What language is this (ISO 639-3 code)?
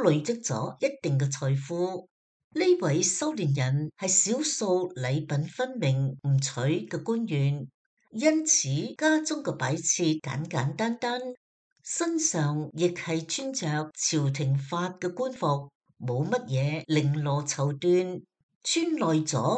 yue